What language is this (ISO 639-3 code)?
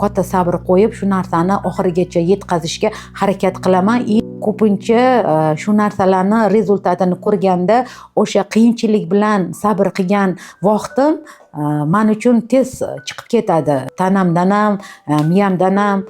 uzb